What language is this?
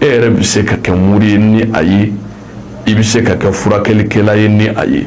Bambara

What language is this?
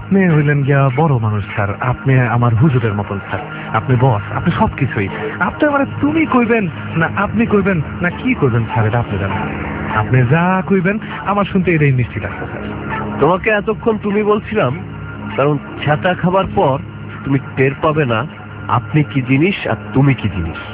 Bangla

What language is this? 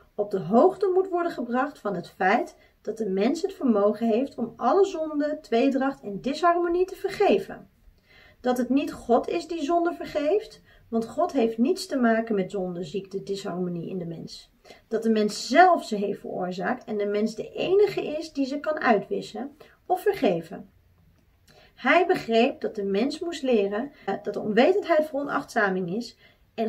Dutch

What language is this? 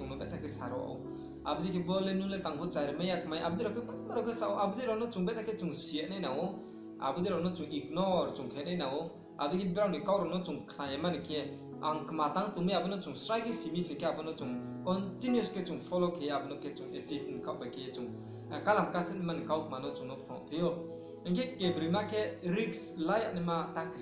Riang (India)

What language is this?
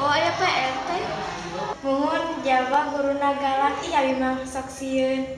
Sundanese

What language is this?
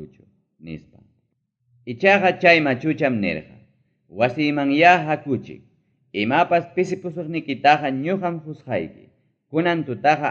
Ayacucho Quechua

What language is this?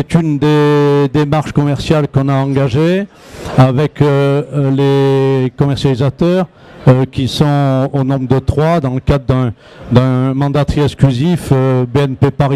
French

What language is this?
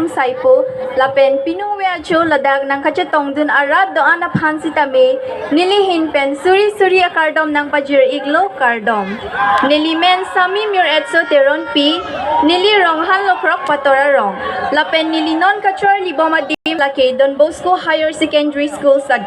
Karbi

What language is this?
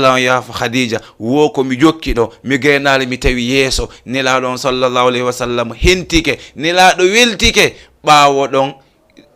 Fula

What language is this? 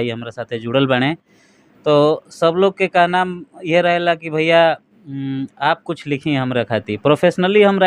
Bhojpuri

